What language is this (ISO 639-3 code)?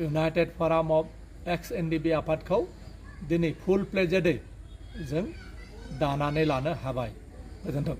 brx